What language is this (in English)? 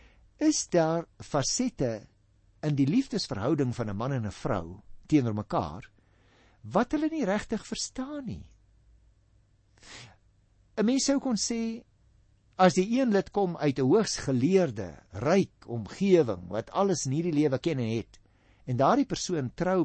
Afrikaans